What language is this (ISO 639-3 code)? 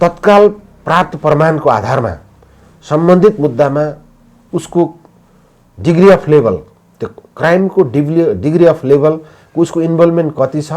nep